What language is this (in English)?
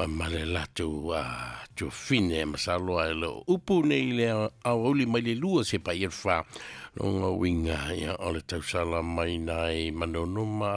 Samoan